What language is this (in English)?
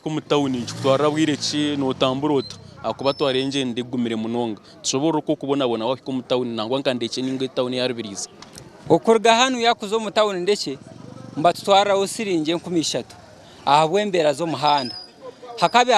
Nyankole